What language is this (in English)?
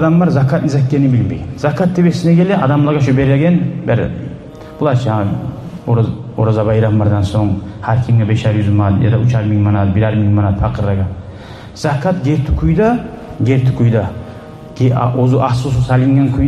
Kumyk